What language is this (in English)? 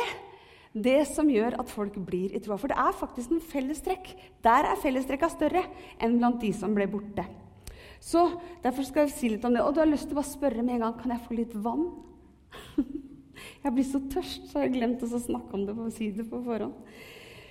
Norwegian